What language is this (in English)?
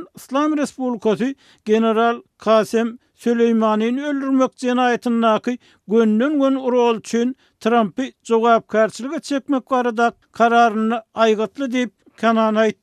Turkmen